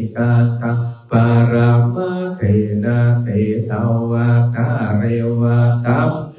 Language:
Pali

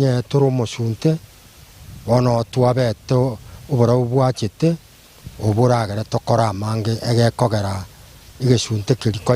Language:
Gusii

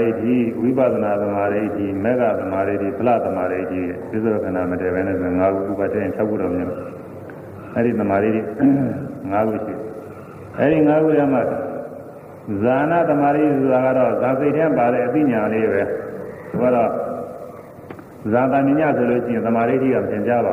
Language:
Burmese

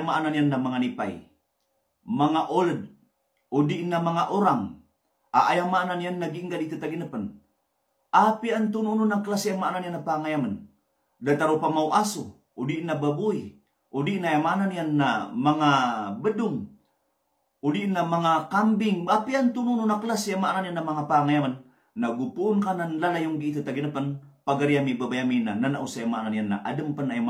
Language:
Maranao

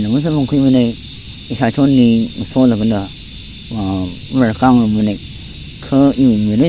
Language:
Tangkhul Naga (India)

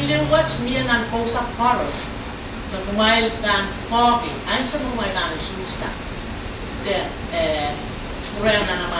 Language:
Pohnpeian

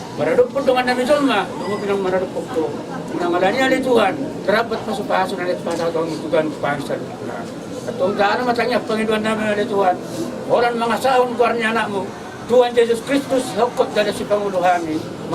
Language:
Batak Toba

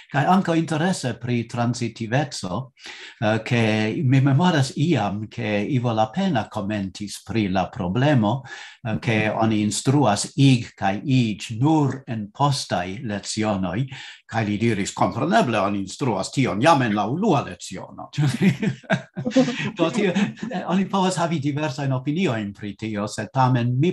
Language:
Esperanto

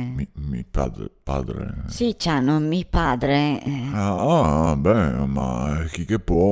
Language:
Venetian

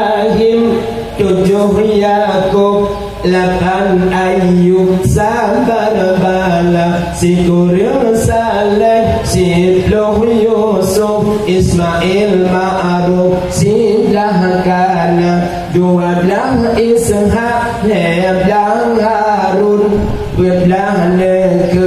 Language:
Achinese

